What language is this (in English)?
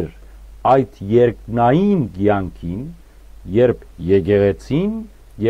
Western Armenian